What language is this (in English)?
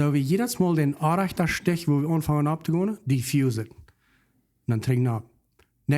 Plautdietsch